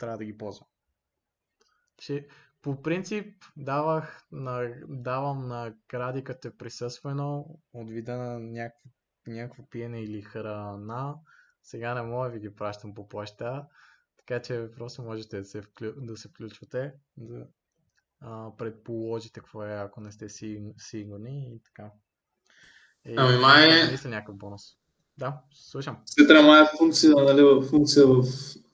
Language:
Bulgarian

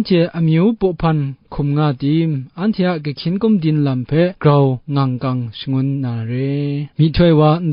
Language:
Kachin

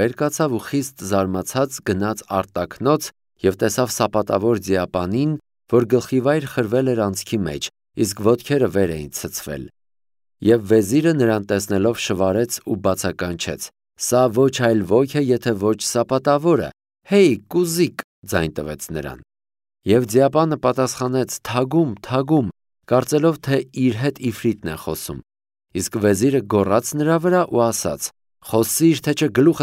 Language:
Armenian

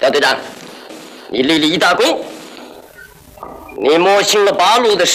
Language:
Chinese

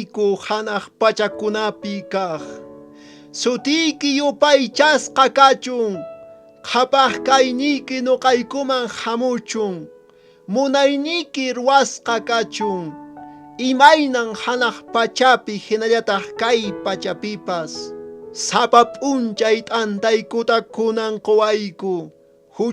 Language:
Quechua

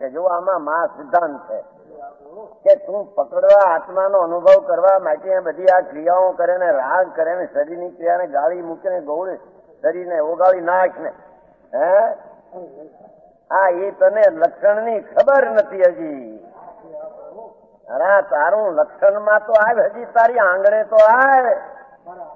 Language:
Gujarati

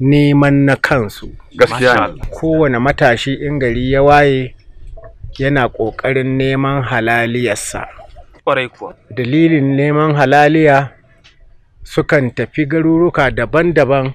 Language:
Hausa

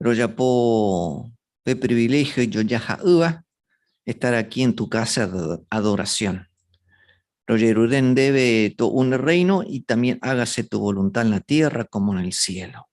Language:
Guarani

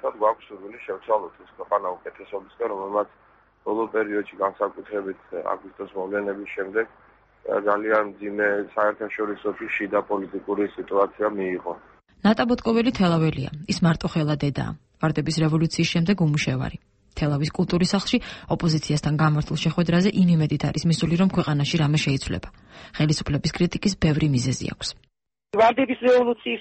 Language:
Georgian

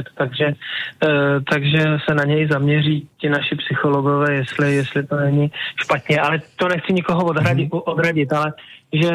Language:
Czech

